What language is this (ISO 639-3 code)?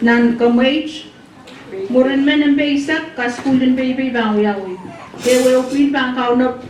pon